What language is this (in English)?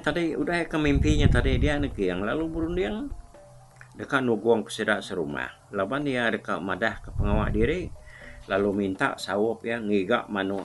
Iban